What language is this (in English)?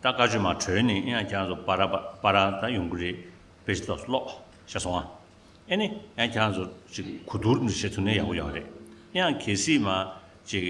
Tibetan